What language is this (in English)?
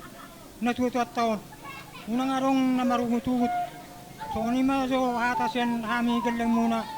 Batak Toba